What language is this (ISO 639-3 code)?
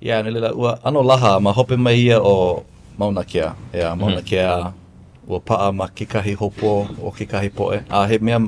haw